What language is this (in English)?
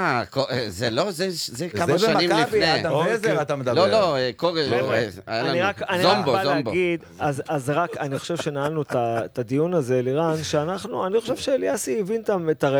Hebrew